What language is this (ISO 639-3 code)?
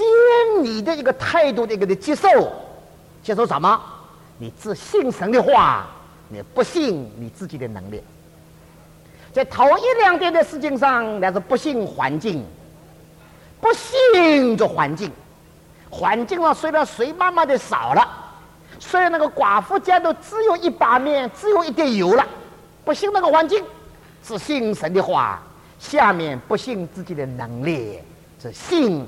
zho